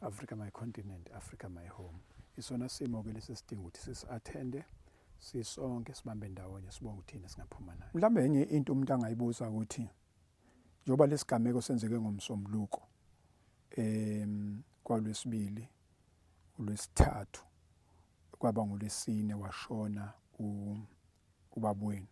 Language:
Zulu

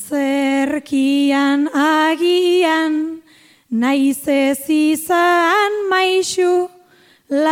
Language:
Basque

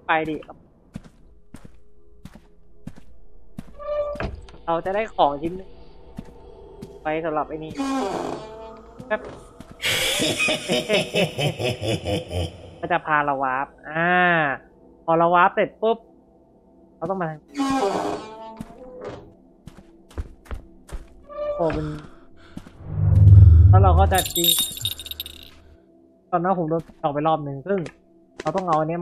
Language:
Thai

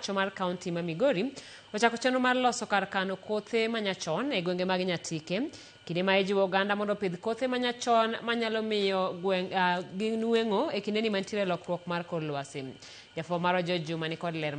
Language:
Luo (Kenya and Tanzania)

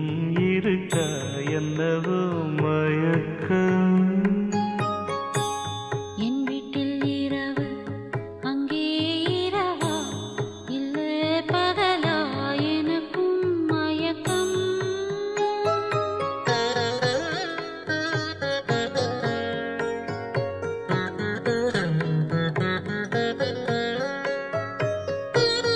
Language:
Tamil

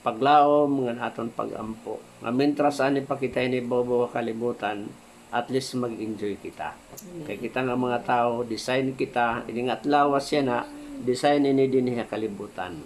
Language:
Waray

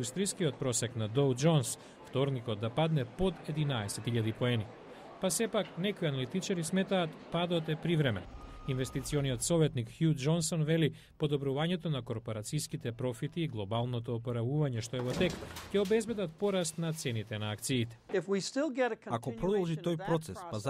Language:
Macedonian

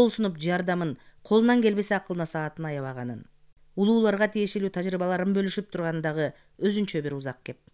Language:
Kyrgyz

